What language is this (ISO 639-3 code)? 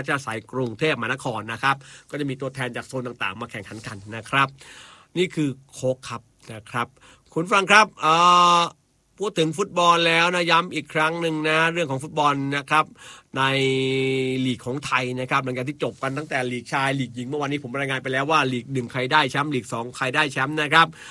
tha